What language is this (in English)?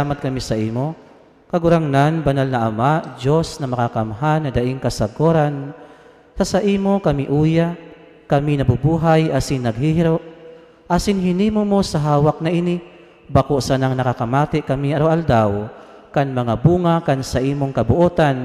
Bikol